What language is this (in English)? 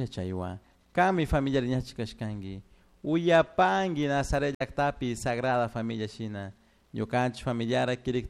Chimborazo Highland Quichua